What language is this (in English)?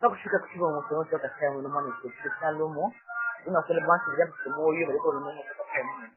Luba-Lulua